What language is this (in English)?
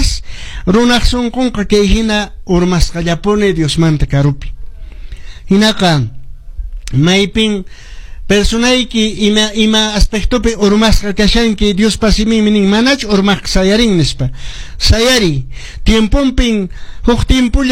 Quechua